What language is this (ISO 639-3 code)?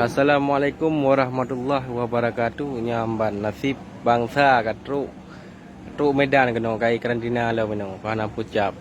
ace